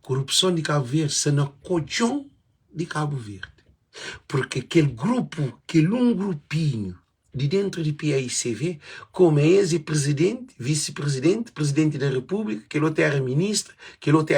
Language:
Kabuverdianu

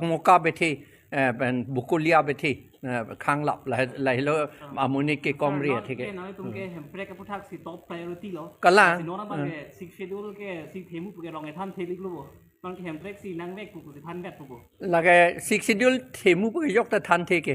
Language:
Karbi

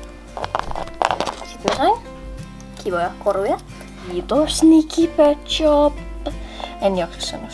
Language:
Finnish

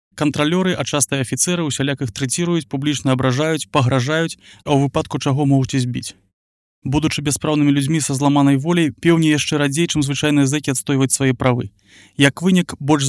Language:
Belarusian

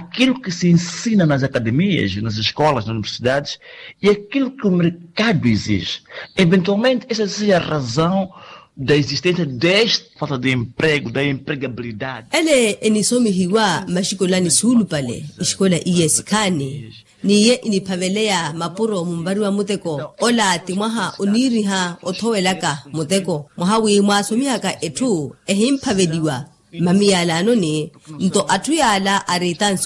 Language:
Makhuwa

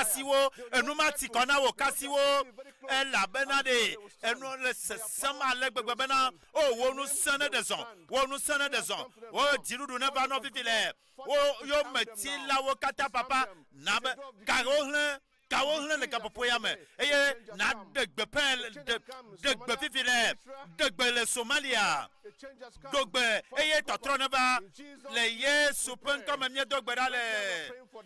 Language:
Ewe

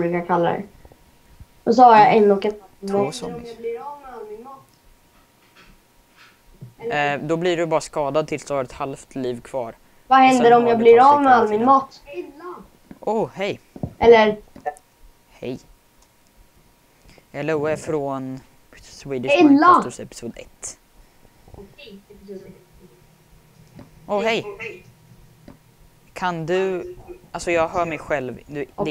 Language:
Swedish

